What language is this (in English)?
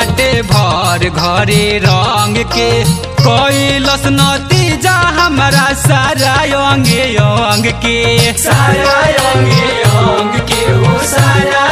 Bhojpuri